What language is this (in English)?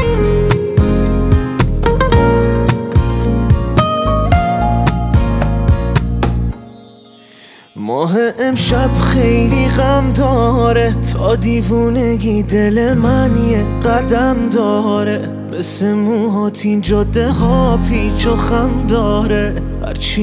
Persian